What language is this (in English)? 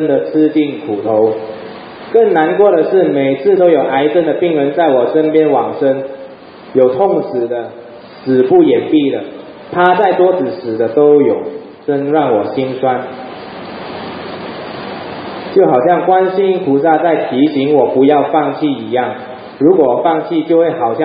Chinese